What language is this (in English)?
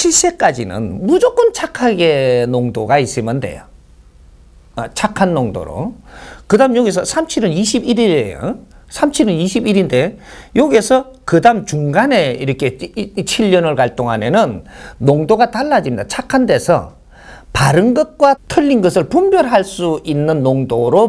Korean